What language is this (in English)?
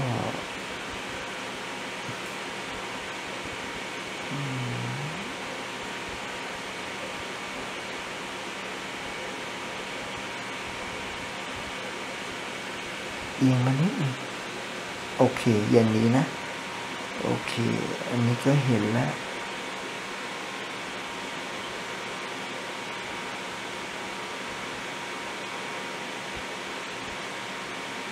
Thai